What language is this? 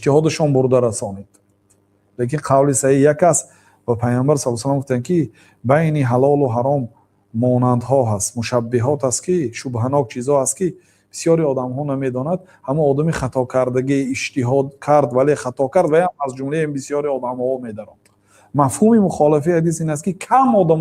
Tajik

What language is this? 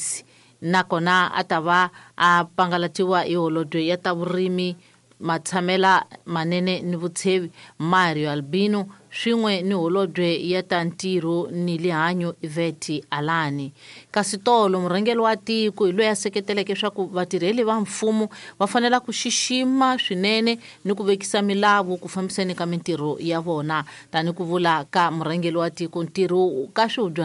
Tsonga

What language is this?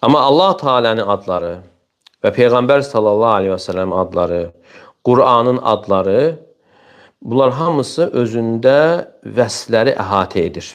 Azerbaijani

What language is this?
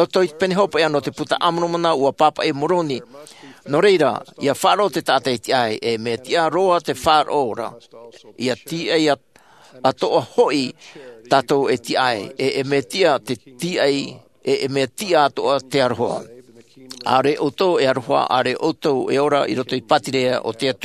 Tahitian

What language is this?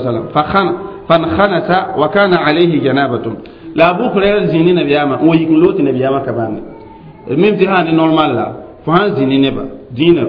Mossi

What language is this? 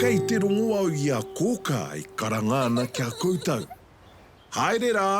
Māori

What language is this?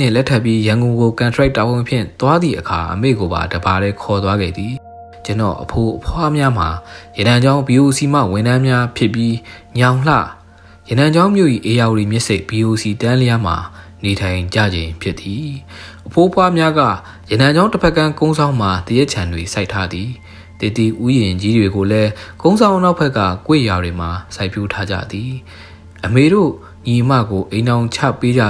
Burmese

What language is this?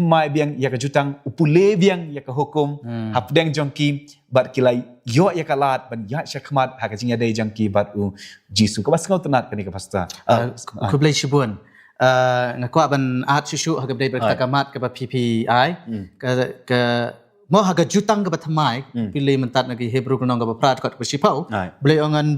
Khasi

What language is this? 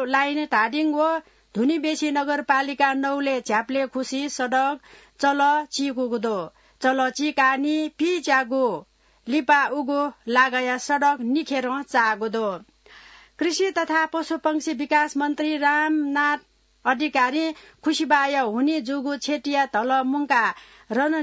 Newari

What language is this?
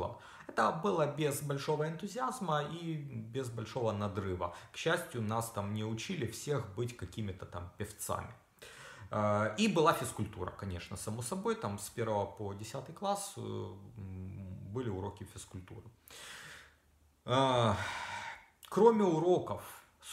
Russian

